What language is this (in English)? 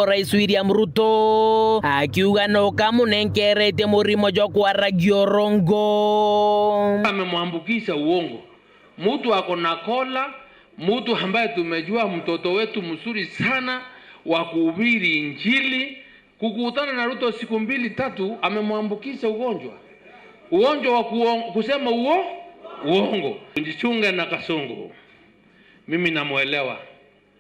Meru